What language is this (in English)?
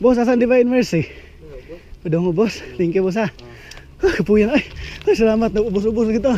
Cebuano